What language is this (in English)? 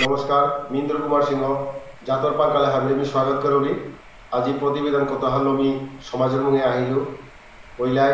Bishnupriya